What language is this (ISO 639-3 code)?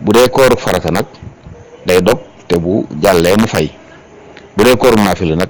wol